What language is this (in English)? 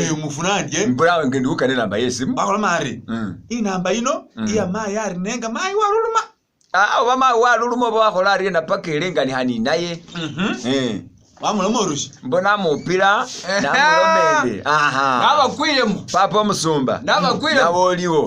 Masaaba